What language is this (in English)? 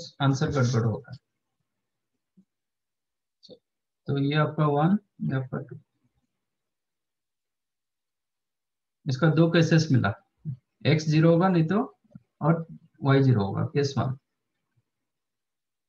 Hindi